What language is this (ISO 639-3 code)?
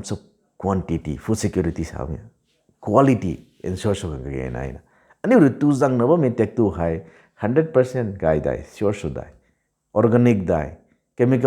nbu